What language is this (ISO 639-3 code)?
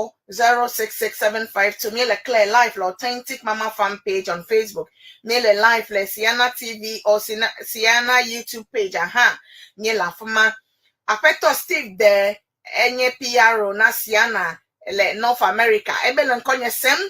ewe